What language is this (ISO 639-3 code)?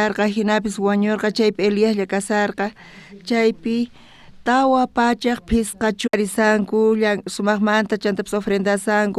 quh